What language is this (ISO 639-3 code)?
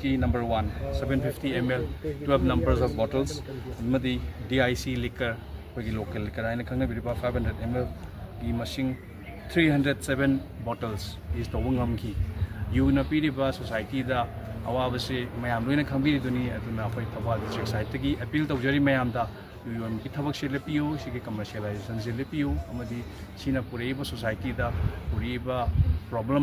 mni